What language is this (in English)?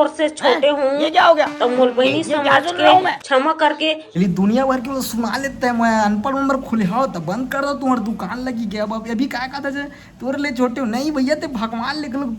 Chhattisgarhi